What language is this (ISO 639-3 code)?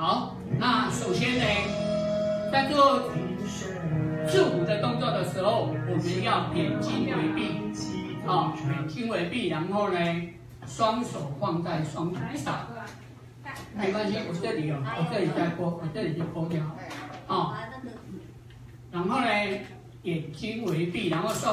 zho